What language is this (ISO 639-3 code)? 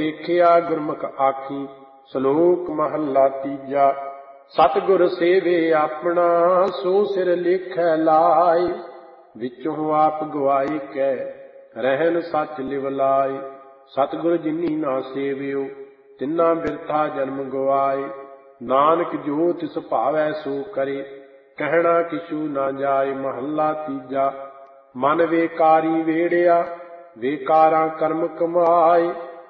pan